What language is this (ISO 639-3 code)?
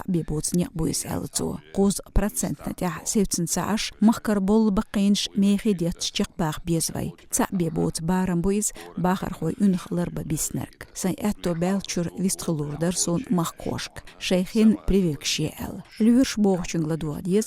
che